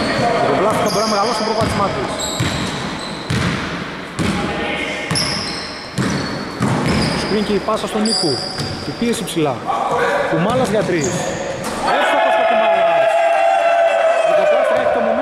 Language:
Greek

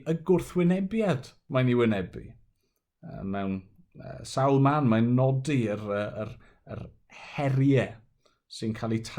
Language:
Welsh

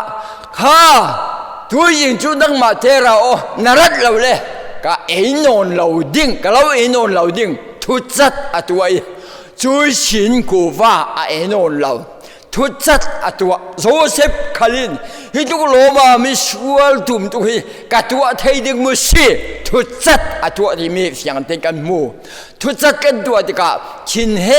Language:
Falam Chin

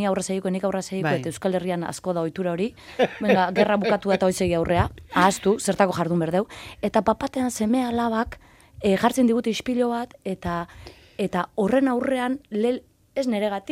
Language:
Basque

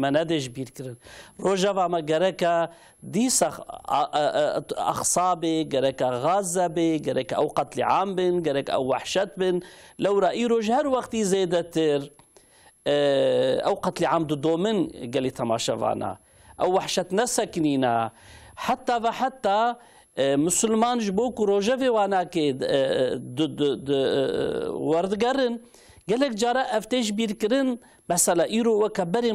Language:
Kurdish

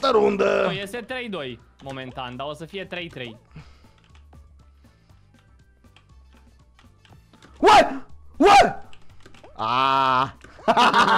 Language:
Romanian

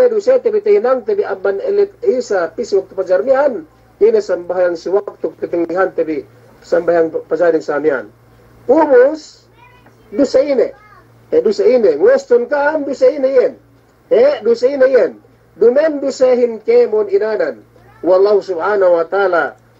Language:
Yakan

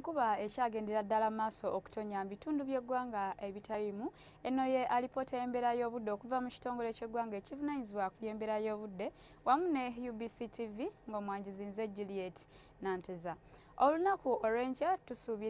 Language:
Ganda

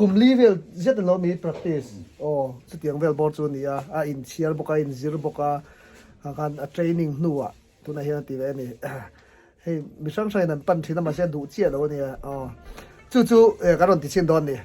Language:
Mizo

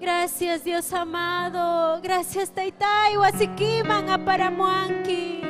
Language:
Ayacucho Quechua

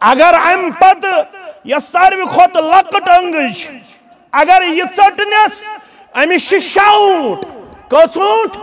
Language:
Kashmiri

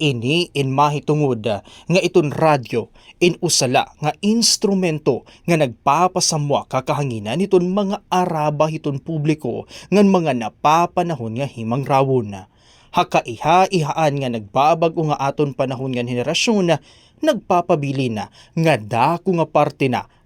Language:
Waray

